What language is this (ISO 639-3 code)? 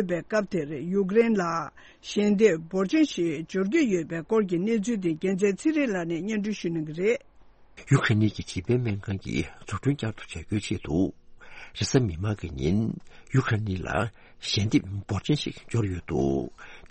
bod